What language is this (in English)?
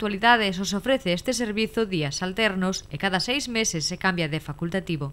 Galician